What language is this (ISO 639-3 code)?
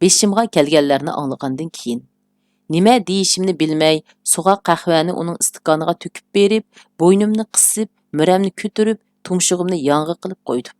uig